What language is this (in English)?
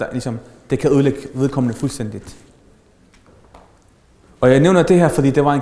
Danish